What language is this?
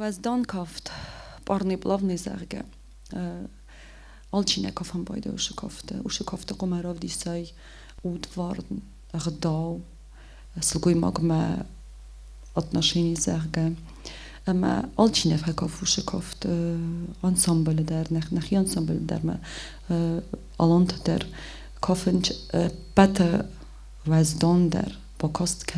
Ossetic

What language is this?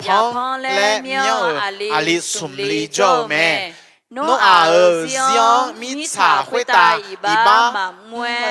Akha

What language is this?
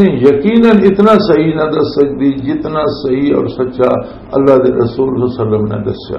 Western Panjabi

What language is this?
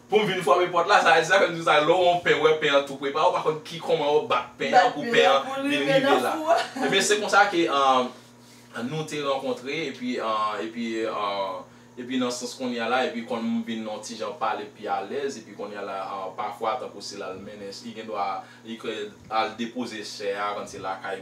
Haitian Creole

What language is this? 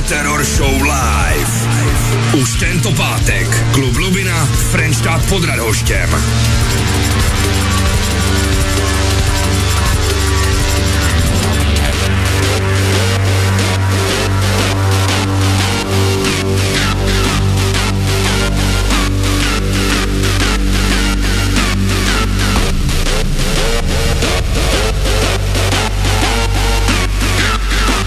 Czech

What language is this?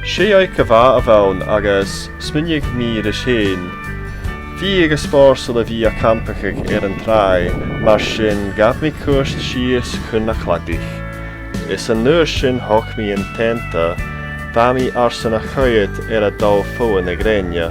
Scottish Gaelic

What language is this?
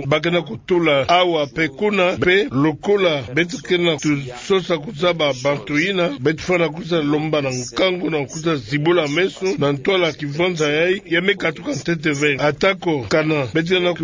Kituba (Democratic Republic of Congo)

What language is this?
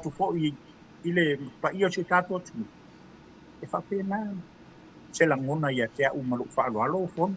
Samoan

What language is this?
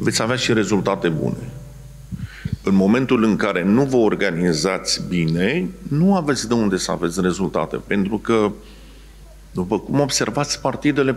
Romanian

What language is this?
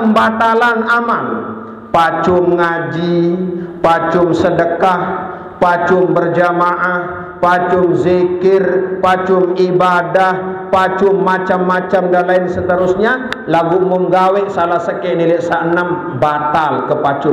Sasak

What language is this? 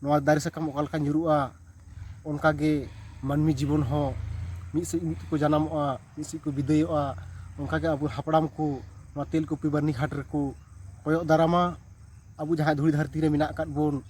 Santali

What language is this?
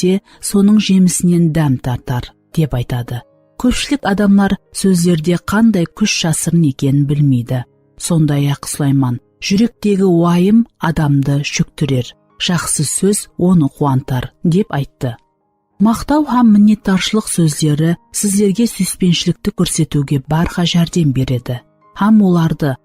Kara-Kalpak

